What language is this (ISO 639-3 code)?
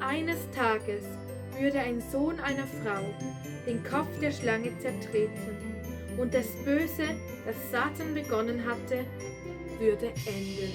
gsw